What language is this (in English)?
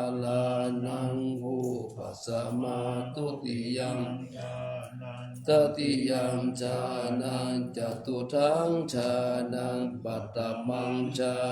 Pali